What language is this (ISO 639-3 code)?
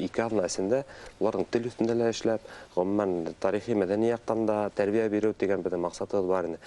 bak